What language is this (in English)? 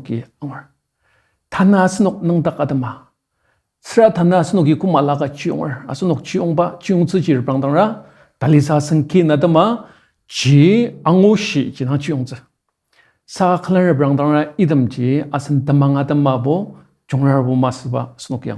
Ao Naga